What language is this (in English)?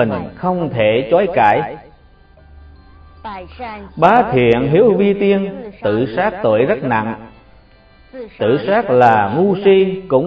Vietnamese